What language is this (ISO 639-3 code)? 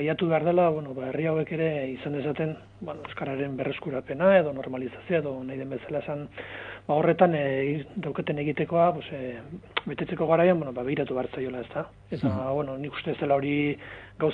eus